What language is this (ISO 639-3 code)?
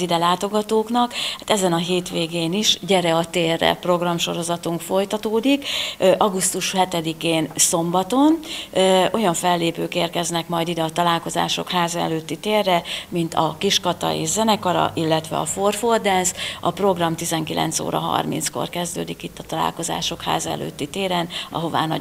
hun